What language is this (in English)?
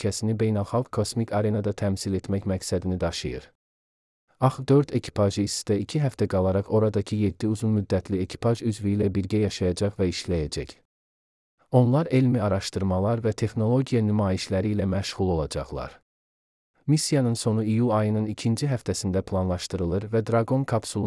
Azerbaijani